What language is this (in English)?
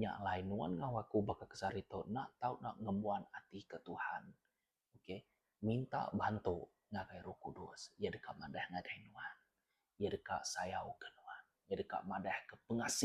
Iban